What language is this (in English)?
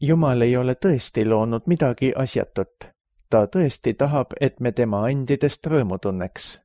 Estonian